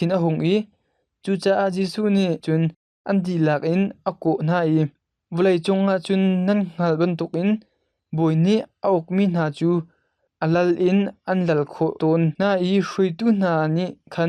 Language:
Hakha Chin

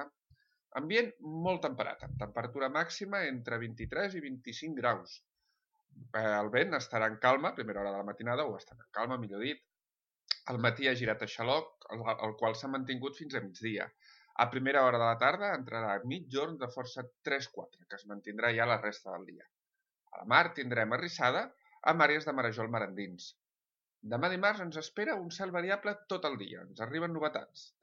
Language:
Catalan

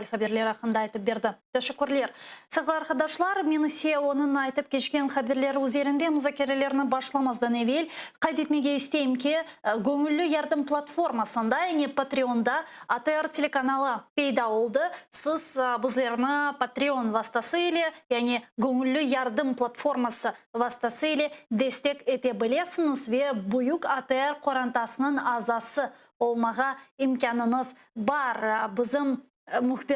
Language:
Crimean Tatar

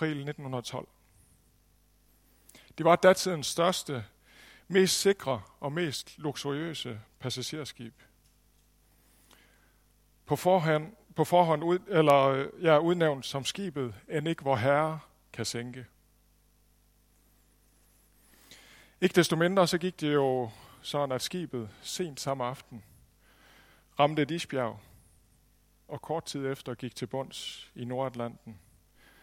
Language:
Danish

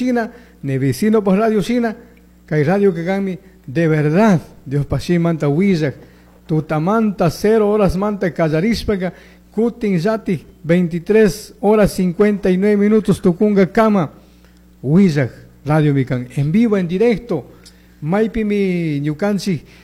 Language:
Chimborazo Highland Quichua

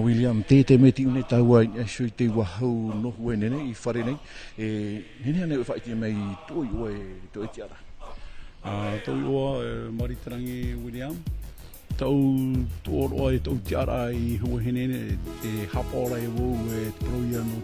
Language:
Tahitian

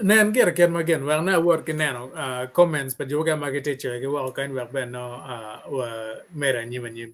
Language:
Acoli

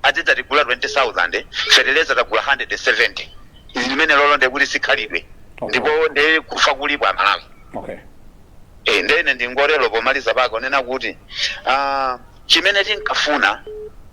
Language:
Nyanja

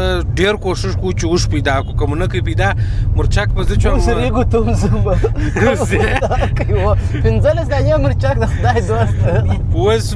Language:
Pashto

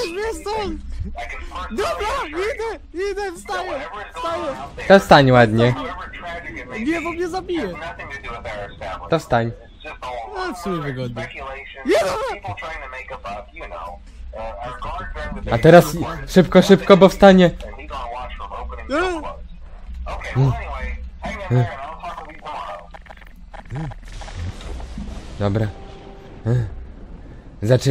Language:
Polish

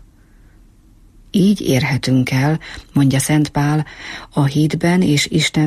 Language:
Hungarian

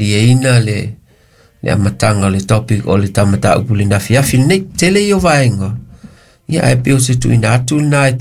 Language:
Samoan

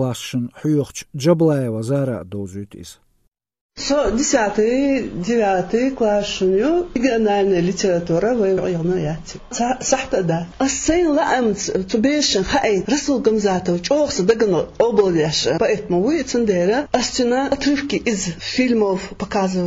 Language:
Chechen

